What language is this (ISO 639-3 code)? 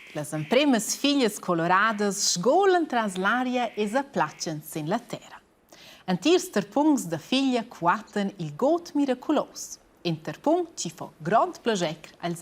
roh